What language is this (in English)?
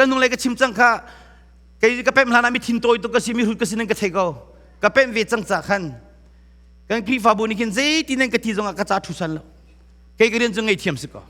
Hakha Chin